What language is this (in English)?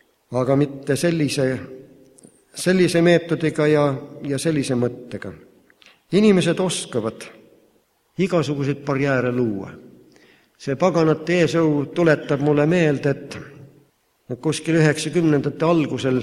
Estonian